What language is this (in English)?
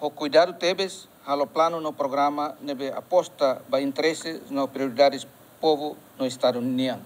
Tetum